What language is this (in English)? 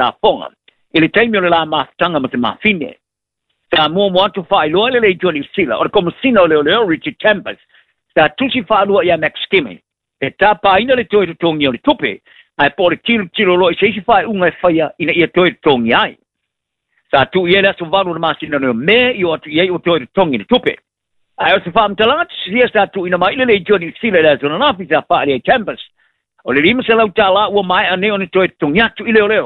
Samoan